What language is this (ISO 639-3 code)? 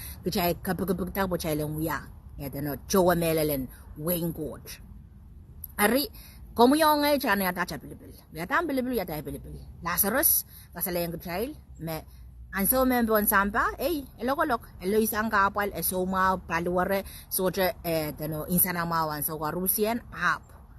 pon